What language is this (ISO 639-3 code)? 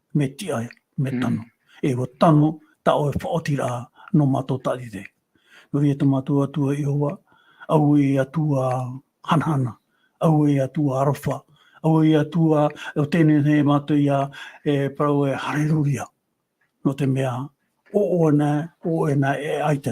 tah